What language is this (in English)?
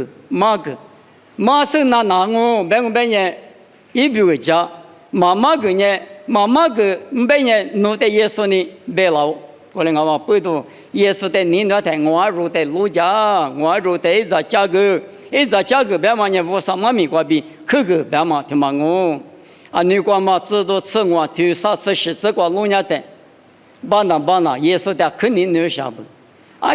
Lisu